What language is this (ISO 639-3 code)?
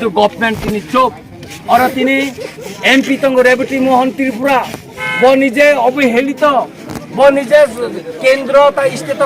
trp